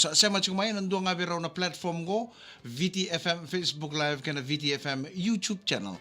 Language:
Fijian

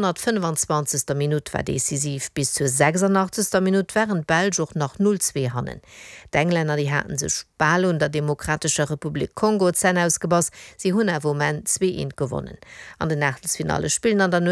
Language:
Luxembourgish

